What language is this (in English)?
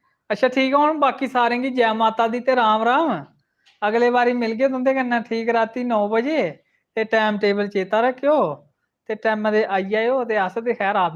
Dogri